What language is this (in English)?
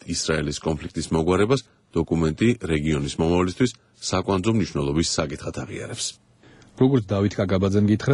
Georgian